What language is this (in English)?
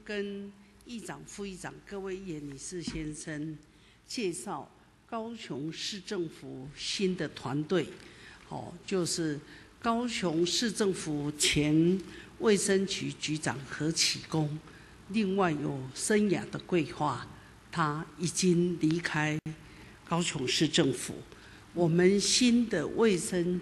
Chinese